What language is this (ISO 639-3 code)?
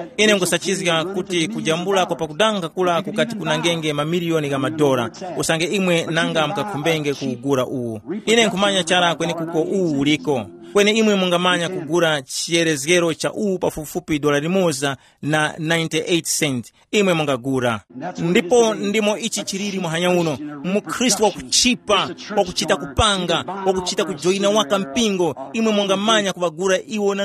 tum